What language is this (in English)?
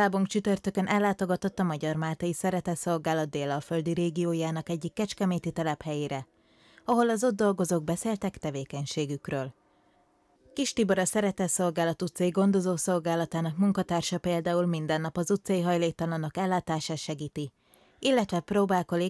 Hungarian